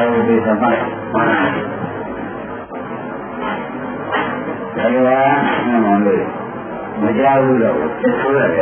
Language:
Burmese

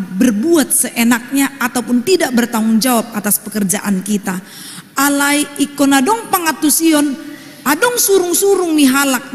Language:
Batak Toba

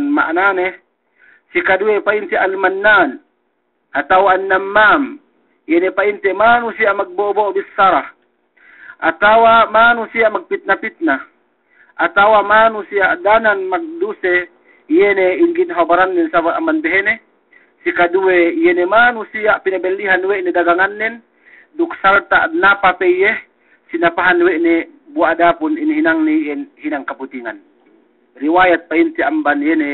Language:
Yakan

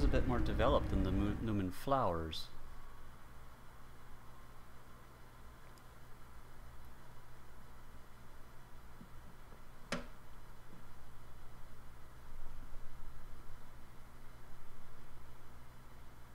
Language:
English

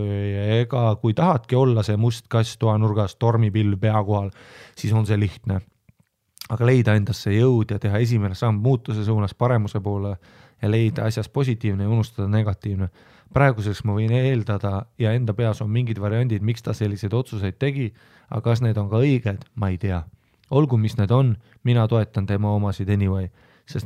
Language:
Estonian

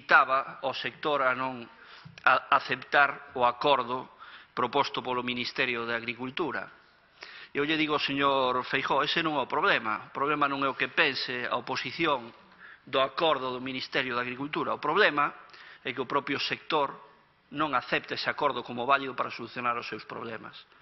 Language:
Galician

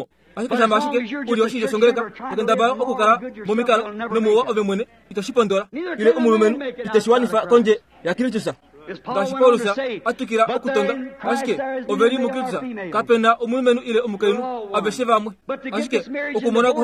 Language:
Kuanyama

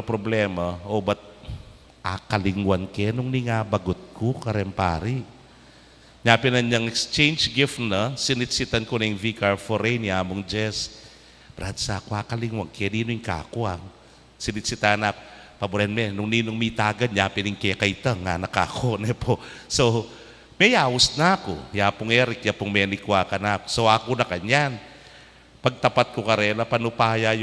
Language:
Pampanga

